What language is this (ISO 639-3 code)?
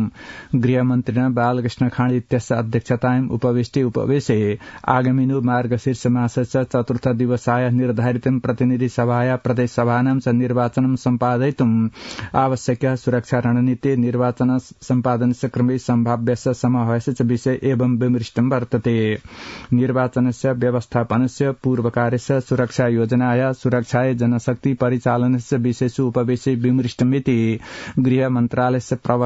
san